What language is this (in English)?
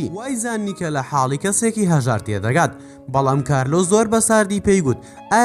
Central Kurdish